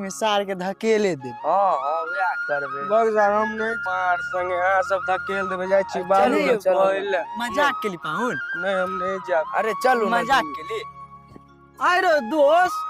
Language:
Maithili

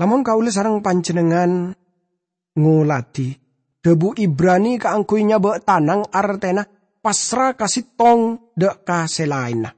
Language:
Madurese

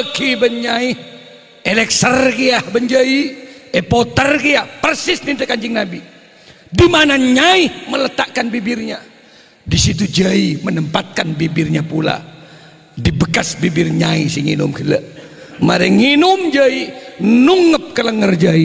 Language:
Madurese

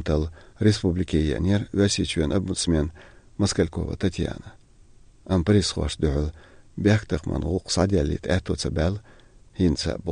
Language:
Chechen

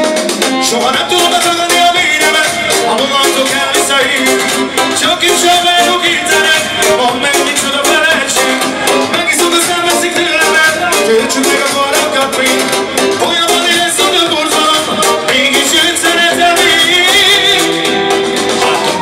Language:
Hungarian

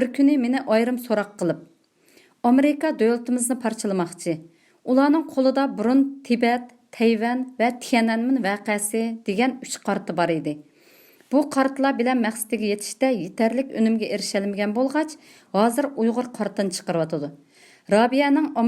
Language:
Uyghur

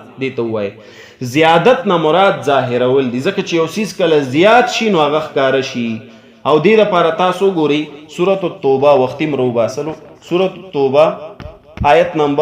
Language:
Pashto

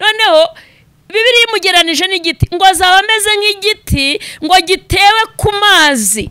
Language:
Kinyarwanda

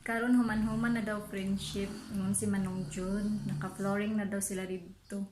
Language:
Cebuano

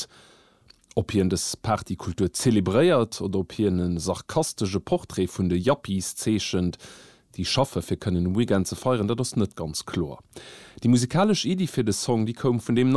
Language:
Luxembourgish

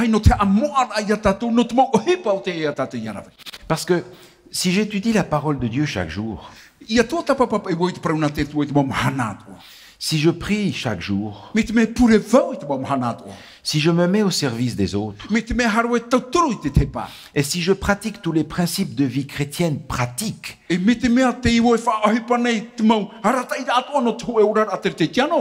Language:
Tahitian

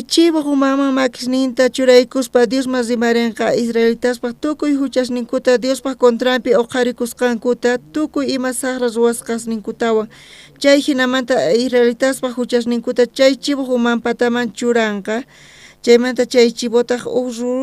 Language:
South Bolivian Quechua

